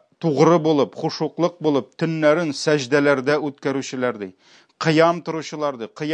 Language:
Tatar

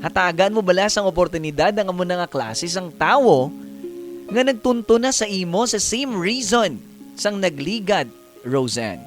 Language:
Hiligaynon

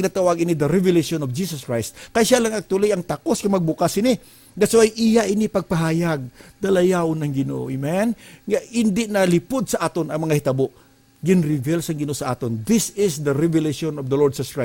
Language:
Hiligaynon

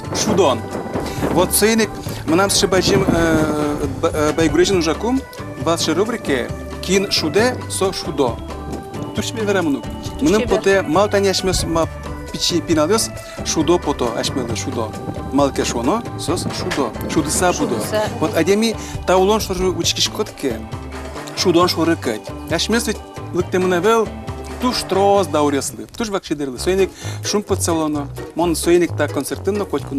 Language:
Udmurt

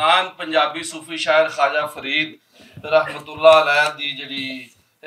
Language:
Western Panjabi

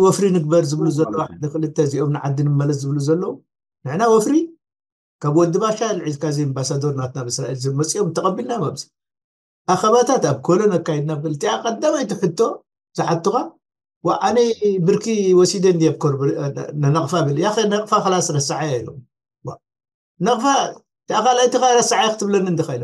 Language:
Tigrinya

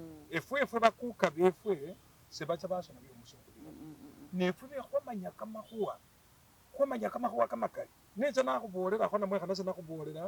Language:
Masaaba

